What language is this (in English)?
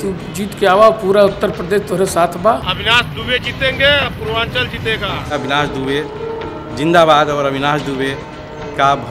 Bhojpuri